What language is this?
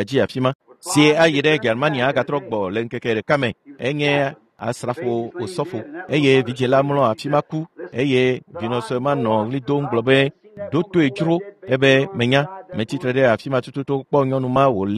Ewe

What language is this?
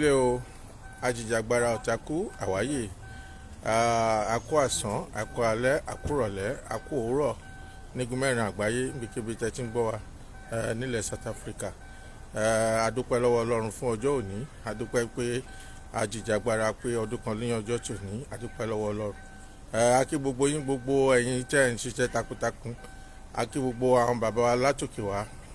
Yoruba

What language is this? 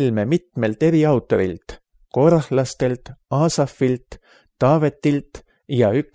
Estonian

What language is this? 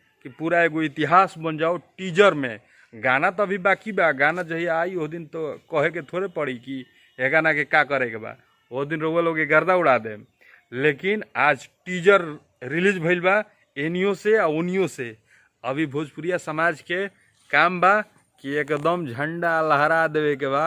Bhojpuri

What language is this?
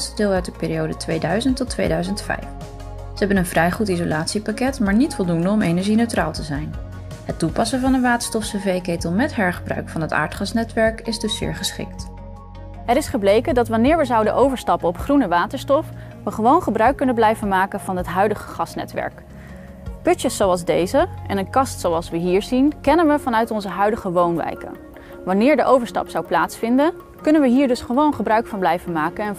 Dutch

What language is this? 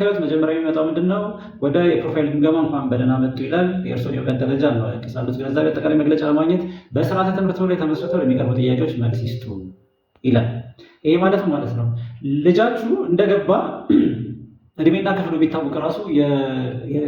Amharic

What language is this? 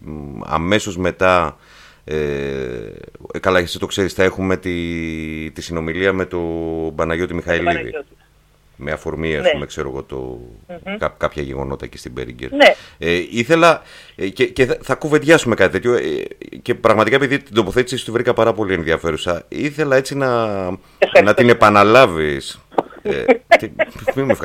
Greek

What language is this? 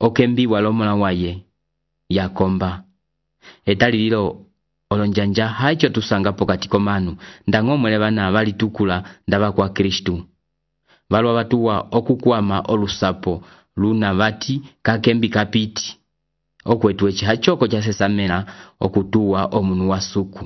Umbundu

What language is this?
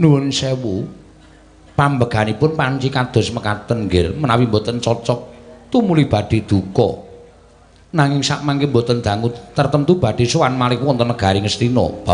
Javanese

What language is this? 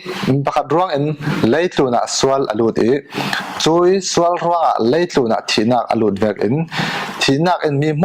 Falam Chin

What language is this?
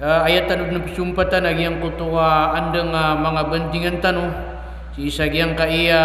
Maranao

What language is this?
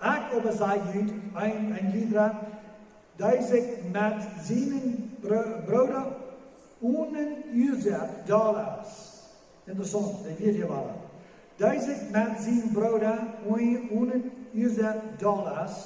Plautdietsch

